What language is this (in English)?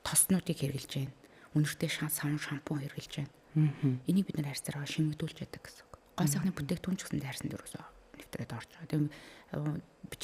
Mongolian